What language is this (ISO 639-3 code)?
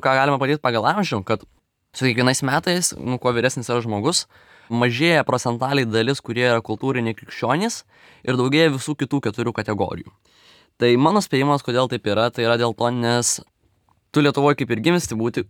lit